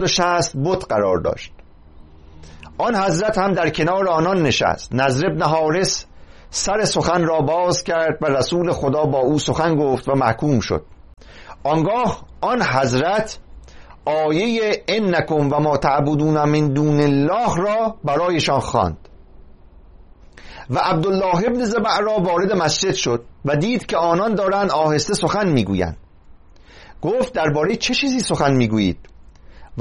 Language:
Persian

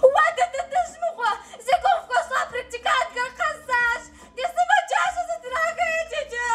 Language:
Kabardian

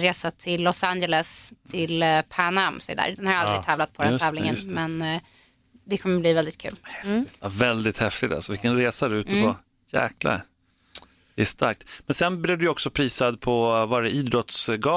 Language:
Swedish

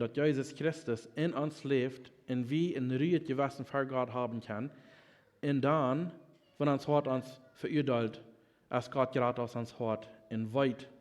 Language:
Plautdietsch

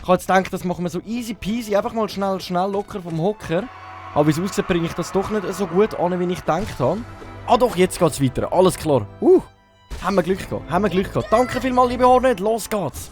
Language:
Swiss German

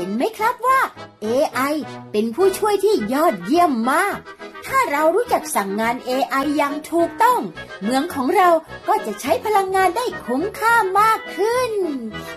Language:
Thai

